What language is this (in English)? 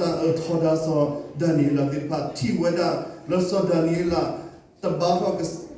S'gaw Karen